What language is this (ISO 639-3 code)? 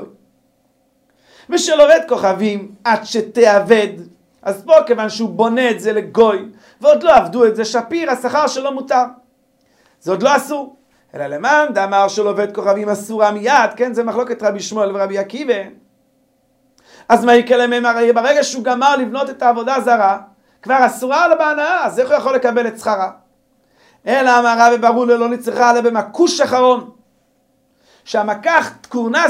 heb